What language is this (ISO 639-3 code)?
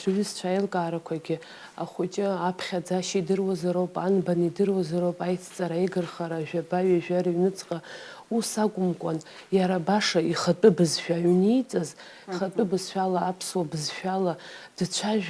abk